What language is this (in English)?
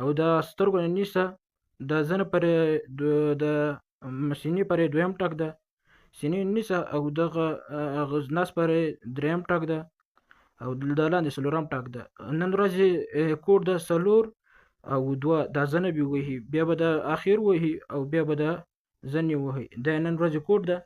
Pashto